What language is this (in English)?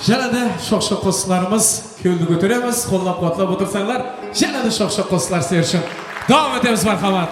Kara-Kalpak